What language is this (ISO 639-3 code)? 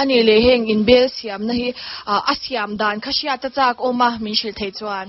lus